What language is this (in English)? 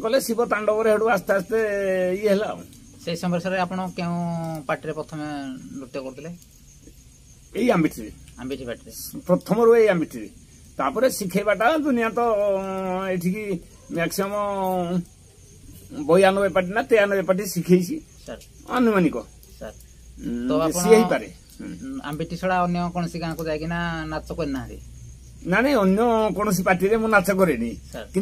Odia